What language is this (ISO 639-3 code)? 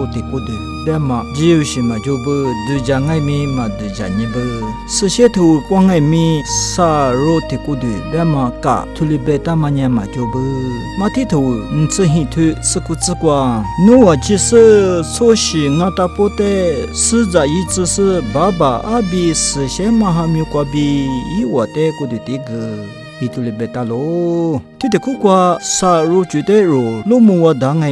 lis